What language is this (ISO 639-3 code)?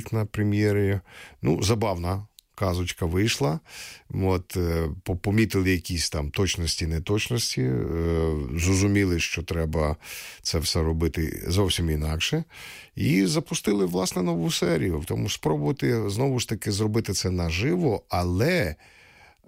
ukr